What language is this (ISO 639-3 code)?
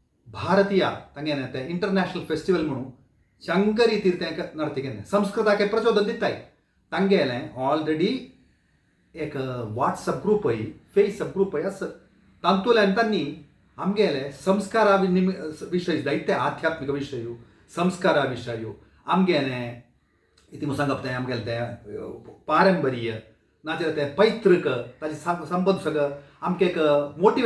kok